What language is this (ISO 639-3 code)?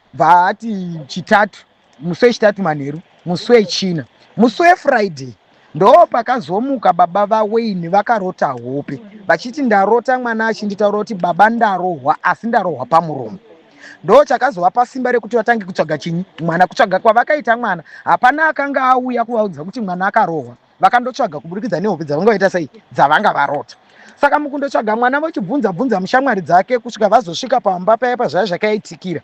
sna